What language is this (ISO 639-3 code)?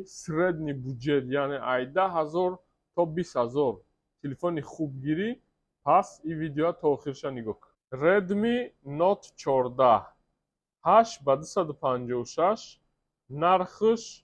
tgk